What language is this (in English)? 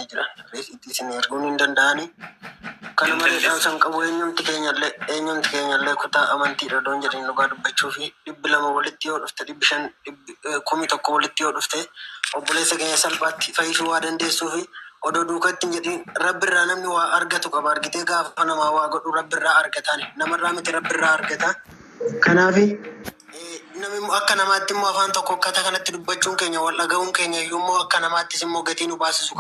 Oromo